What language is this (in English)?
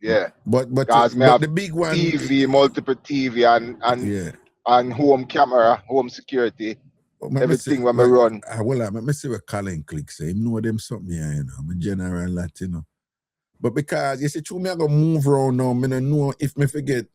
Jamaican Creole English